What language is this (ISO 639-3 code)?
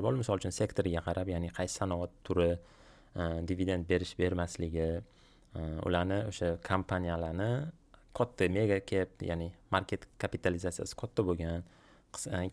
uzb